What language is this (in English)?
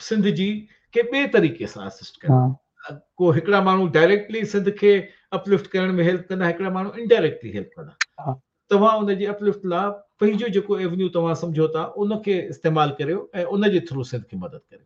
Sindhi